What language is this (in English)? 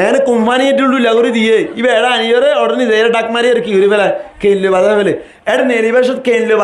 Rohingya